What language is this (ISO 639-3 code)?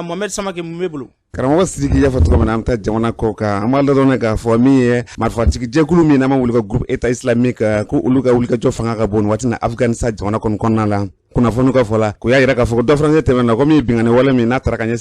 bam